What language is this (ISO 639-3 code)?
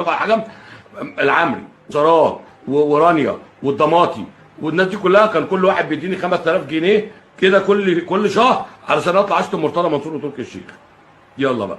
arz